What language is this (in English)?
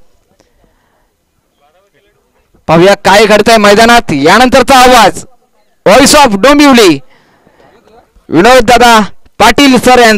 Marathi